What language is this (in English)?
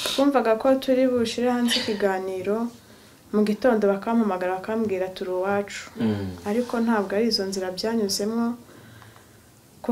Kinyarwanda